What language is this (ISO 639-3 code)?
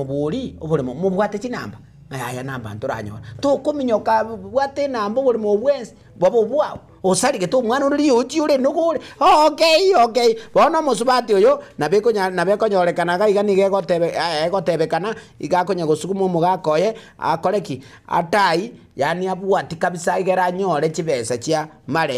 guz